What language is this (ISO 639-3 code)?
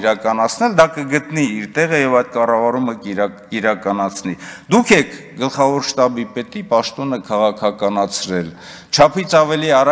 hye